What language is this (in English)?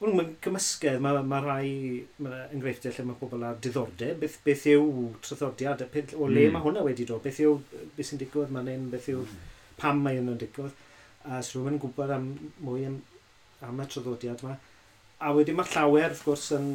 Welsh